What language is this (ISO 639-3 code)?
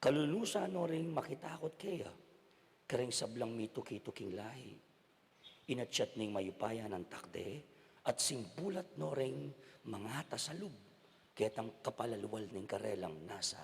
pam